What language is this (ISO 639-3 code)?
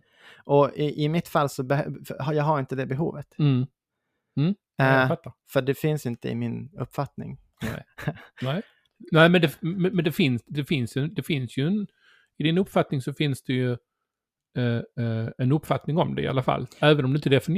swe